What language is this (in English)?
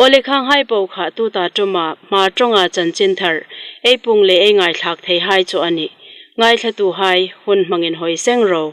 Hmar